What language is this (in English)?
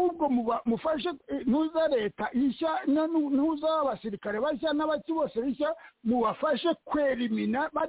Kinyarwanda